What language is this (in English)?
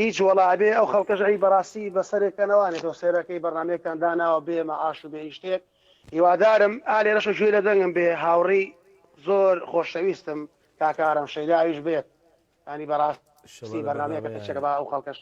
Central Kurdish